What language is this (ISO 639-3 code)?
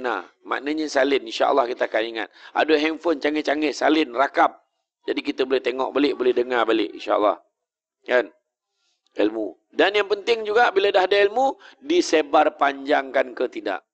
msa